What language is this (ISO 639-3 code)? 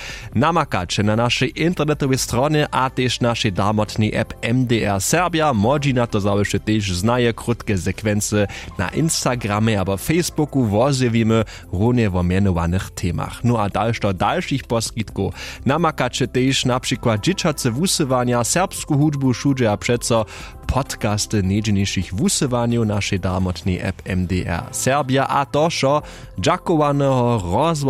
hsb